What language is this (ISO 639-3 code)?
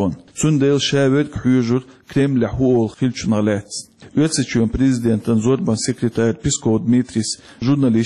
che